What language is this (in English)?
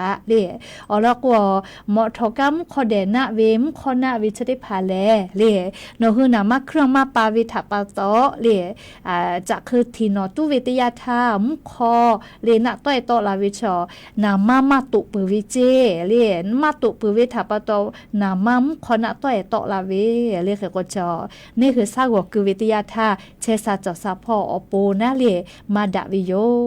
Lahu